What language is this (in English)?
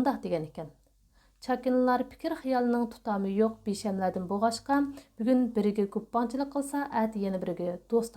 Uyghur